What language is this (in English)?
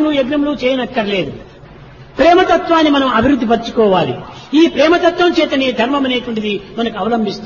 Telugu